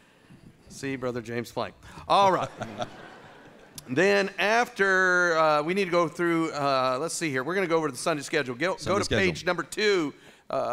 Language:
English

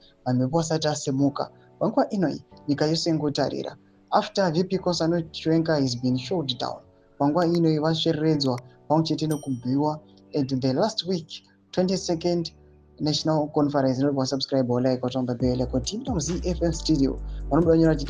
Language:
Shona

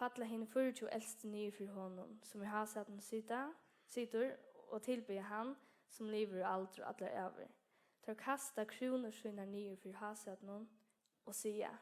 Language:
Faroese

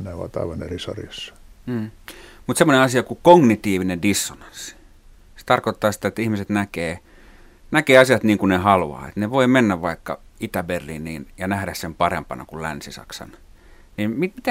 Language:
Finnish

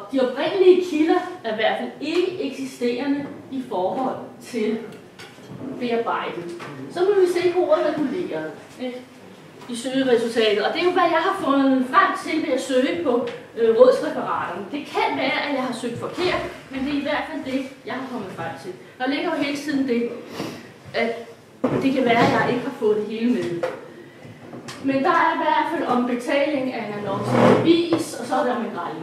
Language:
Danish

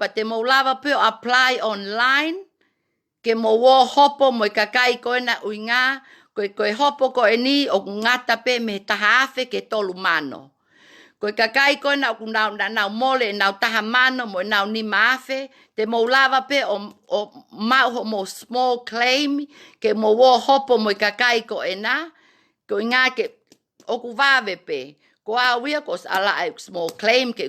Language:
Tongan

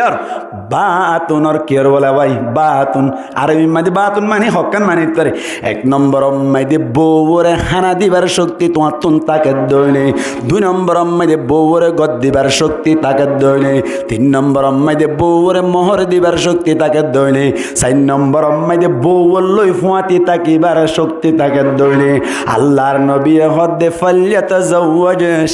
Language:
Rohingya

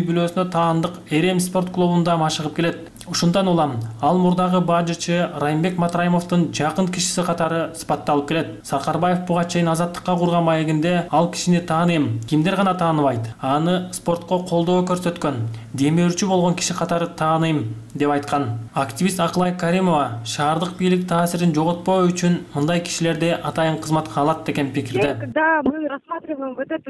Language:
Kyrgyz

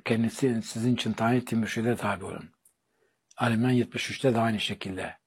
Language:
Turkish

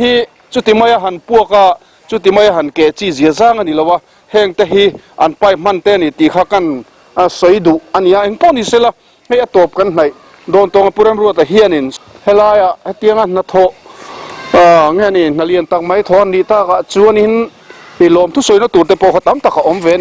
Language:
Mizo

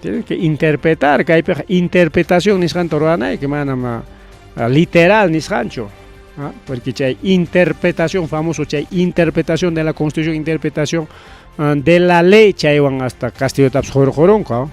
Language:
Ayacucho Quechua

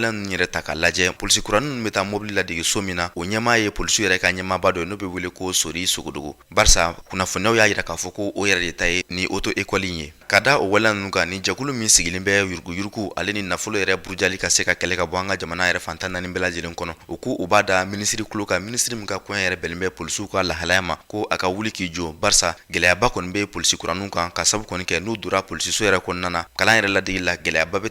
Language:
Bambara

